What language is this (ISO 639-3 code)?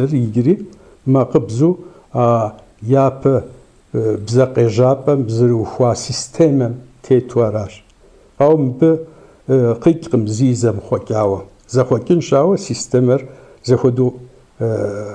kbd